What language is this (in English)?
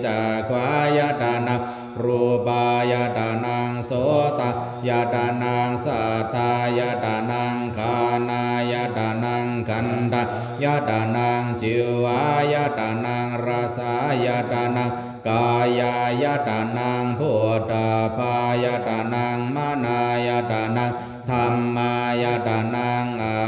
Pali